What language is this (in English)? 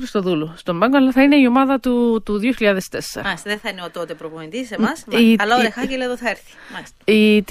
Greek